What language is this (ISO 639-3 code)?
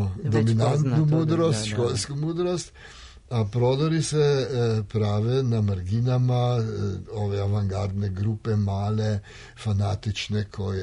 srp